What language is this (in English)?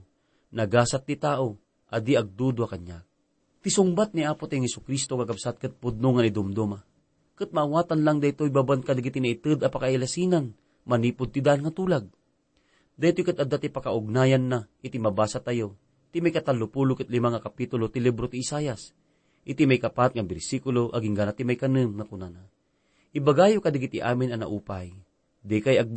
Iloko